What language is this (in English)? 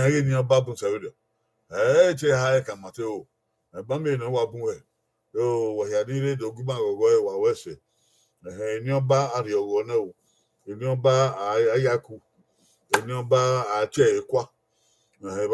Bini